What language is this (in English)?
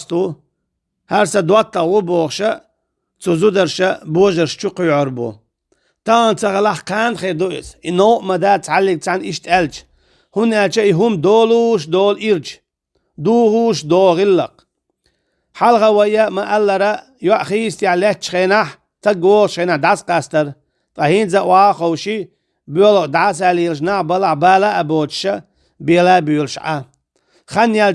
Chechen